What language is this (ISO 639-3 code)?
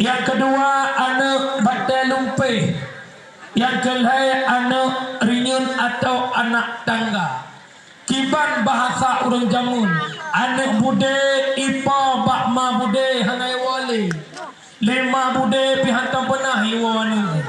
ace